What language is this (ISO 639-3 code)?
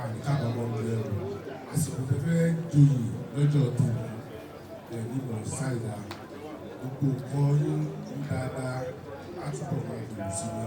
yor